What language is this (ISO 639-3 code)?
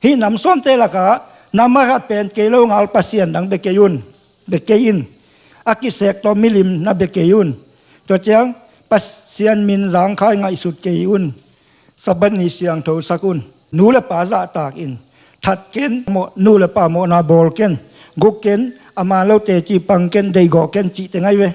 ctd